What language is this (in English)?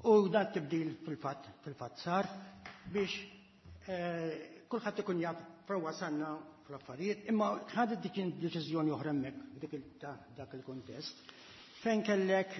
Maltese